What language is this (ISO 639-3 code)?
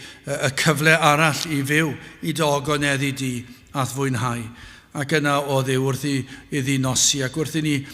cym